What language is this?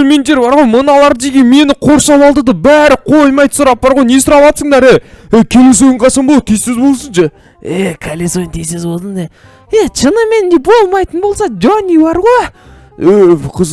Kazakh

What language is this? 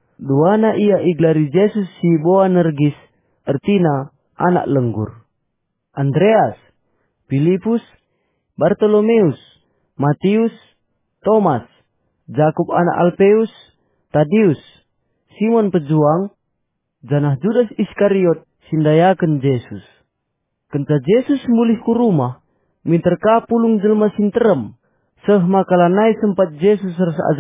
Batak Karo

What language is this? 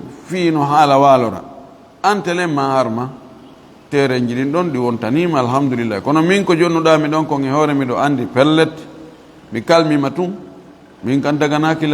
Fula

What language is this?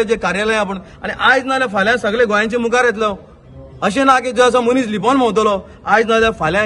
Konkani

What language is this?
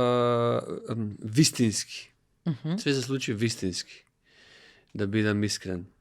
Macedonian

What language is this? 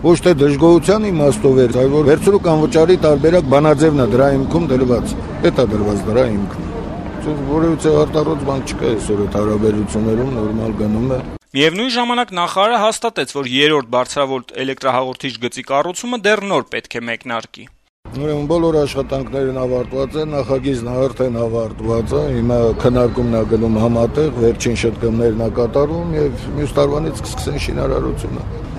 Armenian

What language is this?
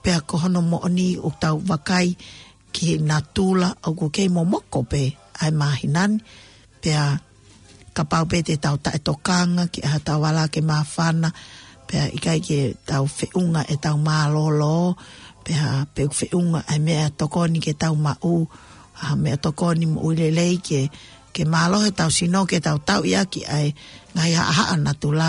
Tongan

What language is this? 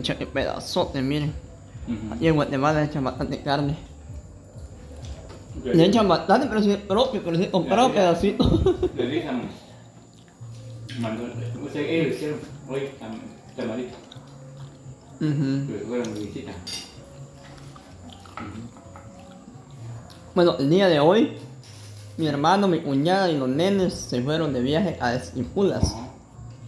Spanish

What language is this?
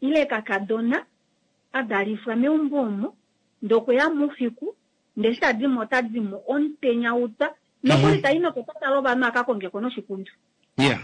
Kuanyama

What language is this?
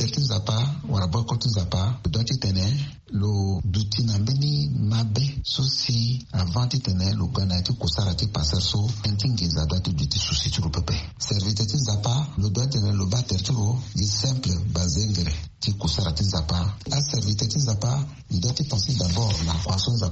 Sango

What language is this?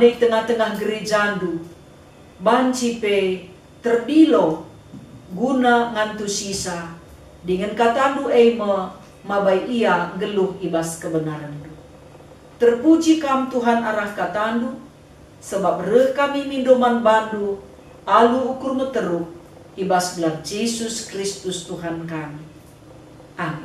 Batak Karo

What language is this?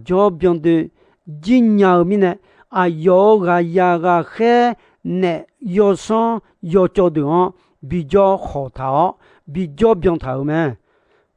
Akha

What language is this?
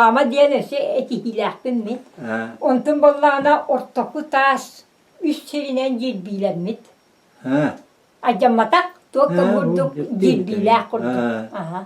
Yakut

